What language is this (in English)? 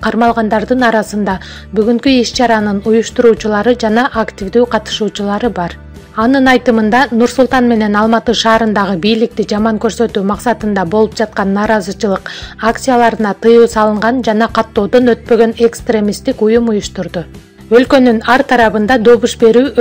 Kyrgyz